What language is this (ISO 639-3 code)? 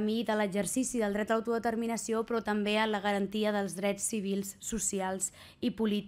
cat